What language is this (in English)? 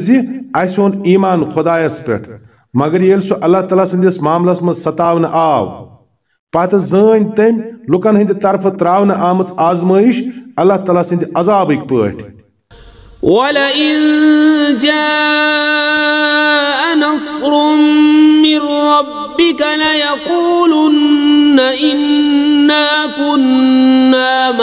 Kashmiri